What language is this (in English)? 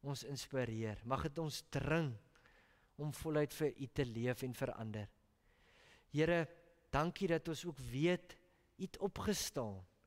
Afrikaans